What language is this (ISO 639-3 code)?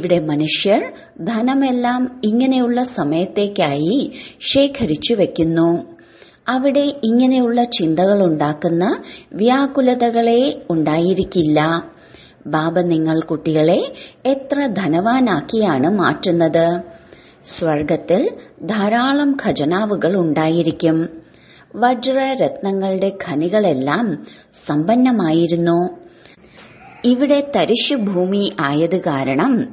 mal